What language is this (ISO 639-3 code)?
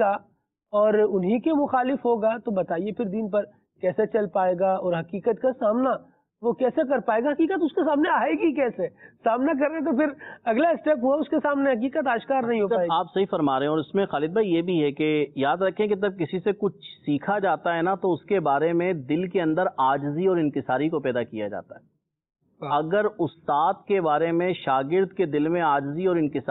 urd